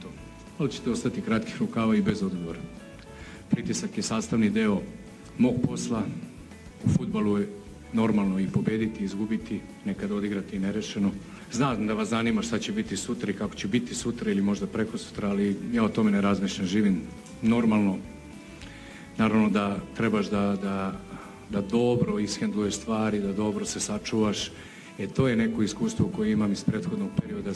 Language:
Serbian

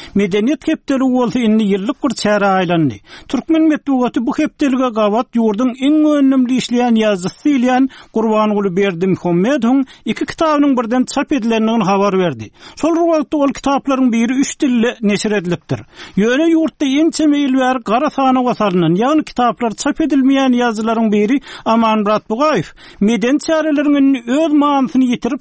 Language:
Turkmen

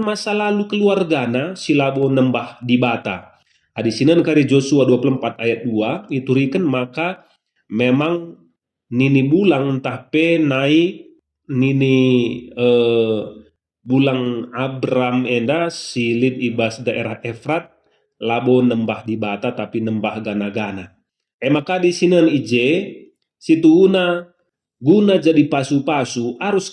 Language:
Batak Karo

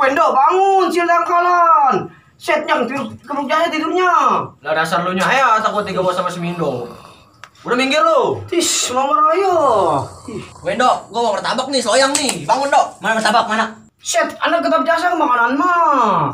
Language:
Betawi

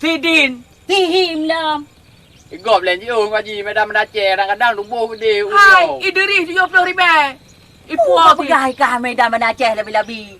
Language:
Achinese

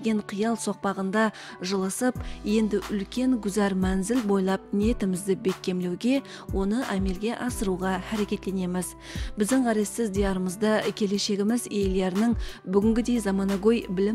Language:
Kara-Kalpak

